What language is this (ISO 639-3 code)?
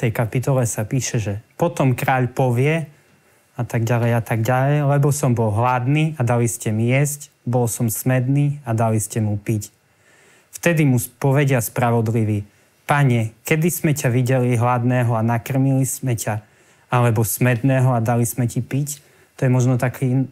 slk